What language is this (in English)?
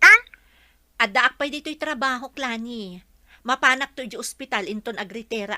Iloko